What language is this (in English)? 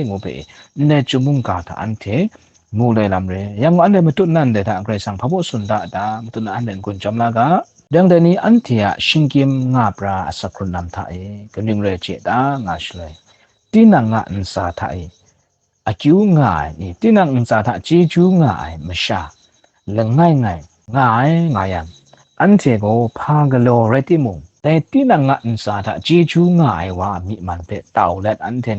Kachin